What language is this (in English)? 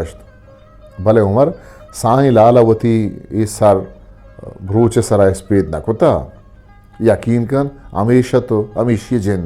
Eastern Balochi